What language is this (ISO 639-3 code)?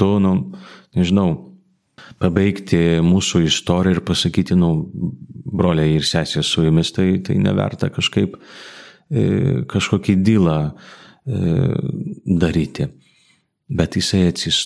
lit